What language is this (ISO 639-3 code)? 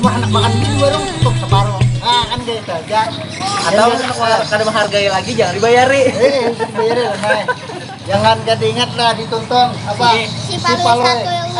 bjn